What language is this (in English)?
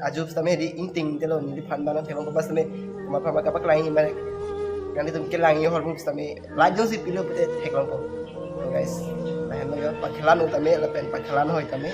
Karbi